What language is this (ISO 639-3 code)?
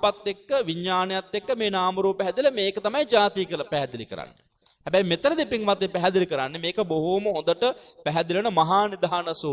sin